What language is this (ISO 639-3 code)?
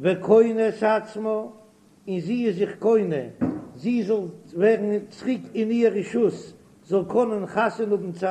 yid